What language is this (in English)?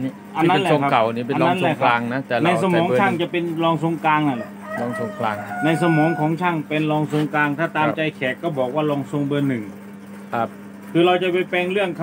Thai